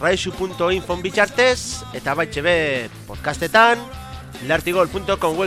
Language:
Basque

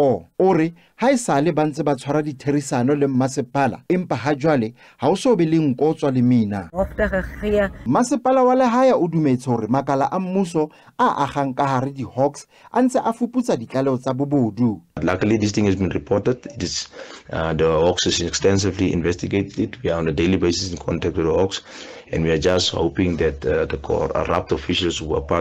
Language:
Southern Sotho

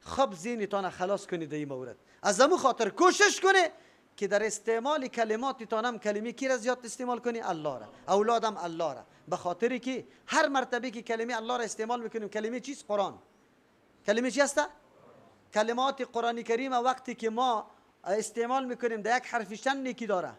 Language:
Persian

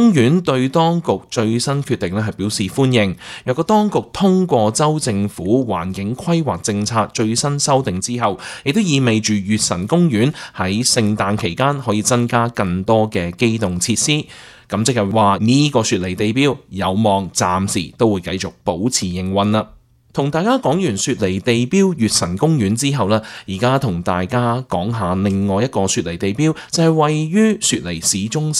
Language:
Cantonese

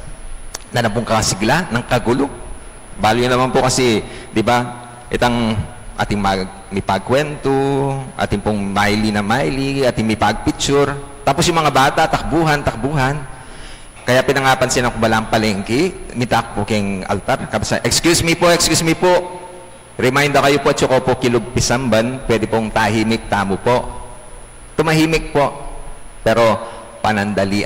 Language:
Pampanga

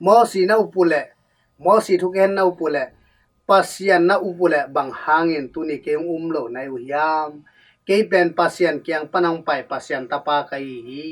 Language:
Tedim Chin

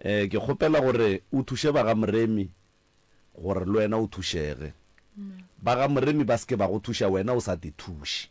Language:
Northern Sotho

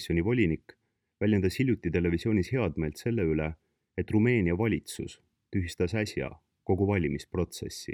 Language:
Estonian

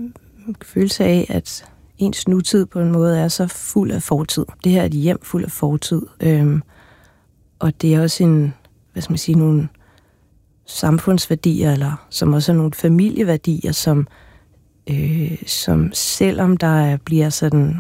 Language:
Danish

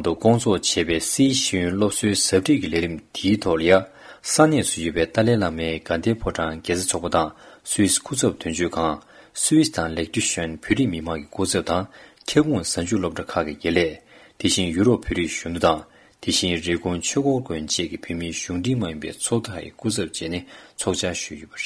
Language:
Tibetan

